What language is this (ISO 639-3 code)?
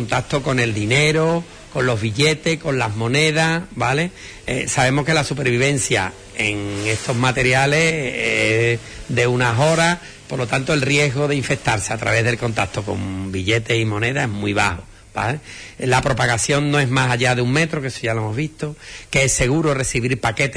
spa